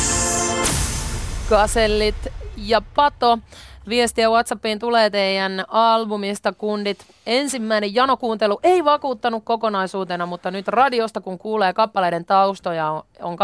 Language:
Finnish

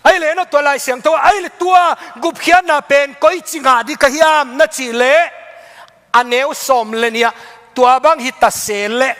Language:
Tedim Chin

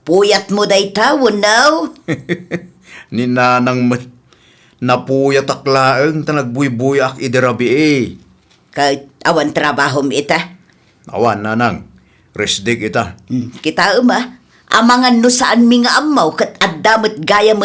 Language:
Iloko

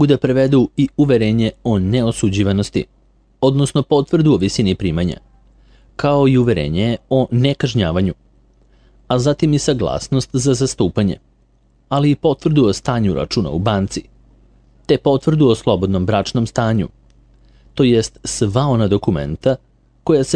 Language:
Serbian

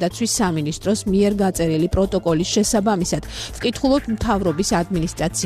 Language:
Georgian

